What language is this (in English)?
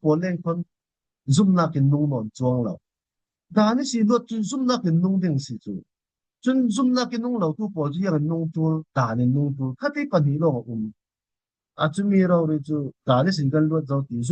Falam Chin